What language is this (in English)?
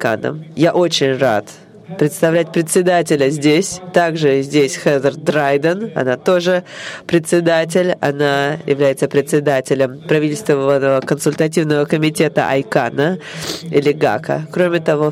Russian